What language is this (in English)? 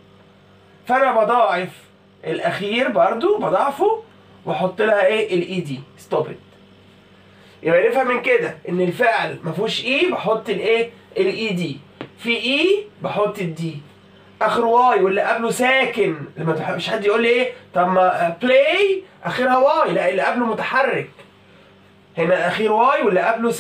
Egyptian Arabic